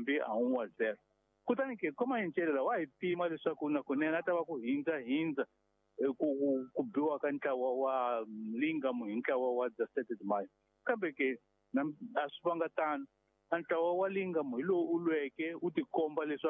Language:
Tsonga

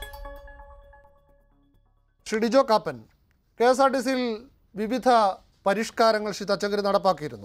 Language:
Malayalam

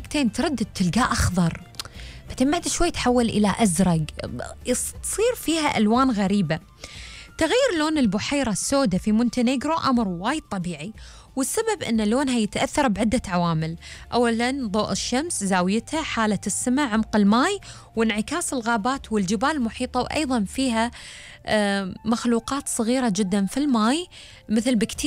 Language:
Gulf Arabic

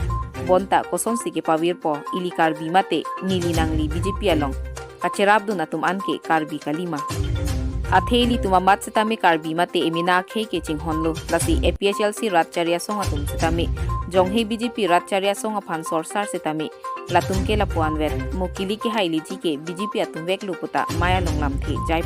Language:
Karbi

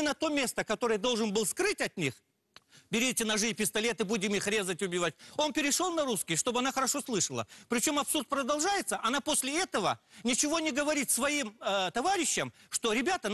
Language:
Russian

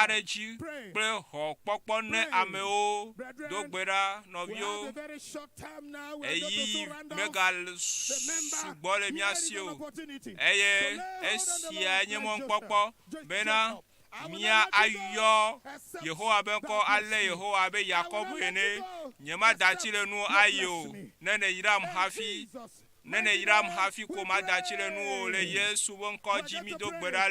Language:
Ewe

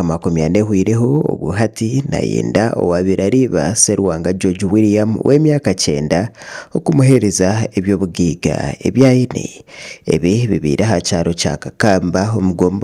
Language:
Nyankole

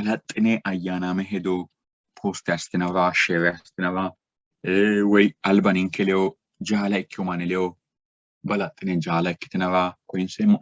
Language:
Sidamo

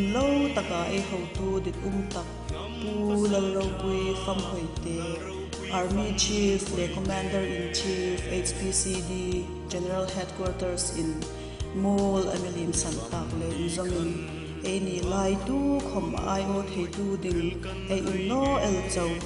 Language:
Hmar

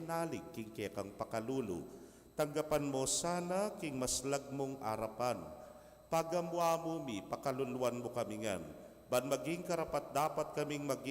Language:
Pampanga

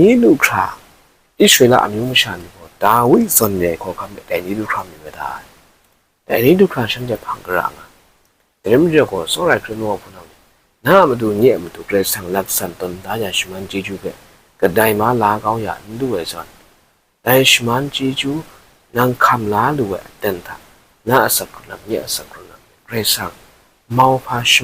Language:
Kachin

